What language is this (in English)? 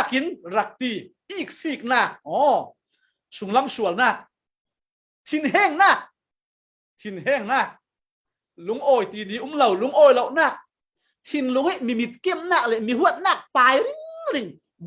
Falam Chin